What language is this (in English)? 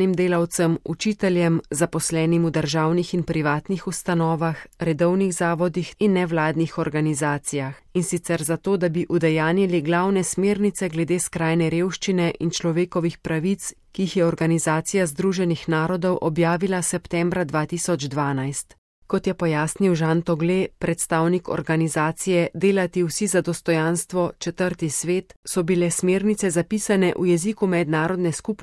Slovenian